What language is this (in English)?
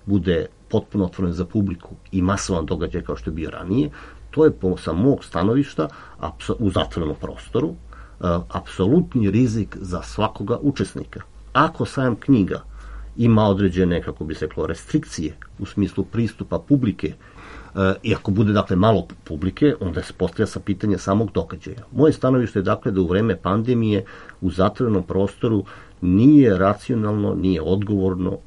Serbian